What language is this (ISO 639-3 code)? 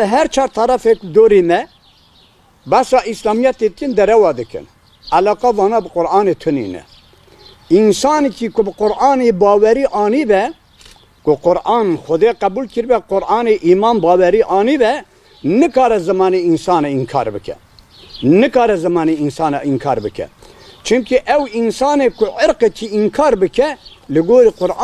kur